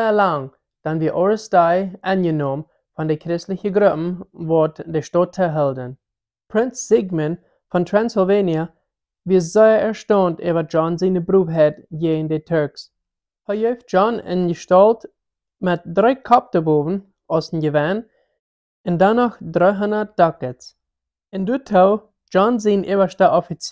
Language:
Plautdietsch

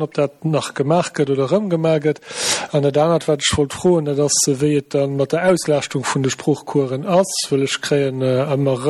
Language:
Luxembourgish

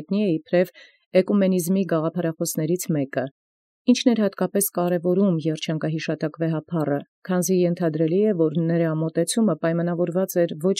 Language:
Armenian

